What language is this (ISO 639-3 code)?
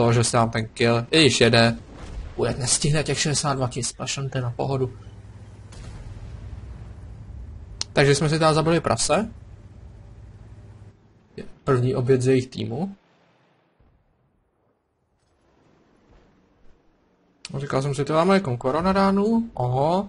ces